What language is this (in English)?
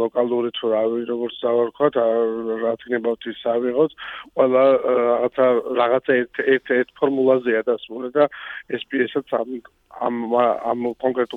Georgian